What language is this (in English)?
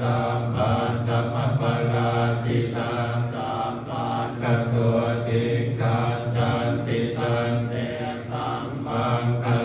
Pali